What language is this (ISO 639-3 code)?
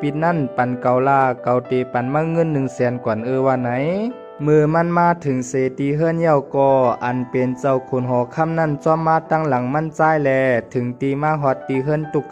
shn